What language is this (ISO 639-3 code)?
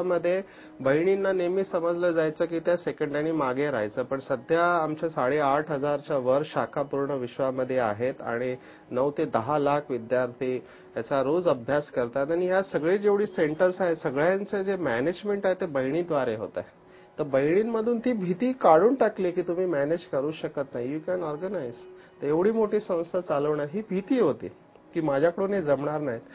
mar